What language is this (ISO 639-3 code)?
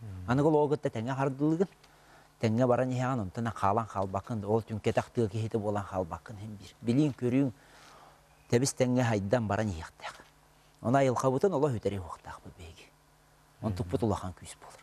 sah